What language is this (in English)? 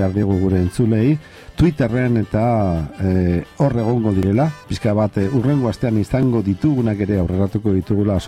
Basque